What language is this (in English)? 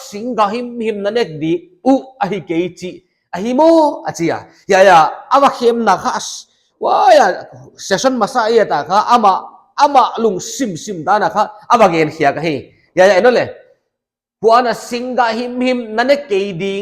Paite Chin